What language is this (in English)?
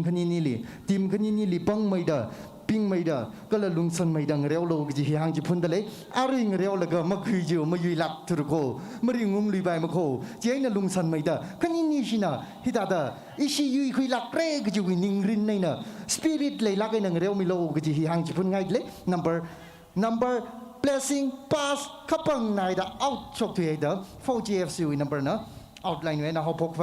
Tangkhul Naga (India)